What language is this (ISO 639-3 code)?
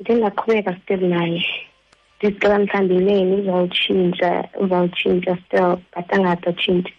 xho